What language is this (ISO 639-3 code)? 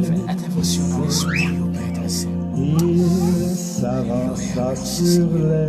hat